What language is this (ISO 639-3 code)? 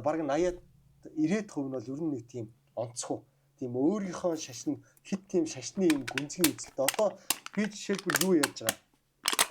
mon